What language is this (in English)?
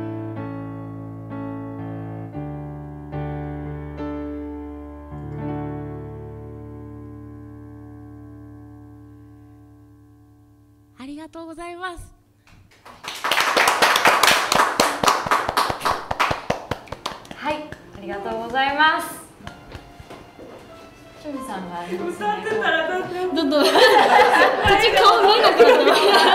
Japanese